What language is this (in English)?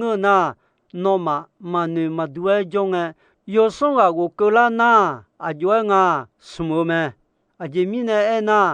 Akha